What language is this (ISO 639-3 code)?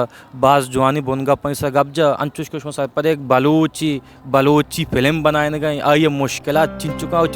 bal